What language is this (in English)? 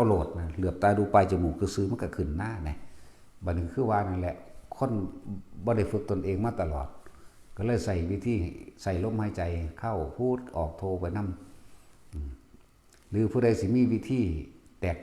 Northeastern Thai